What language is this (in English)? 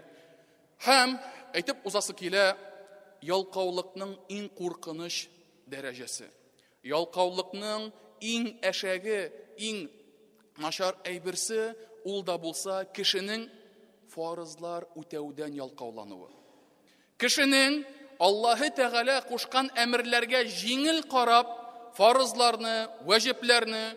Tatar